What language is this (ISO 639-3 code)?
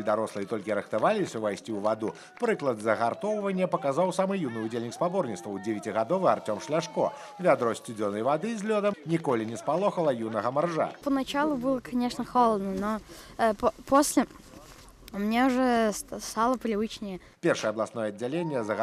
bel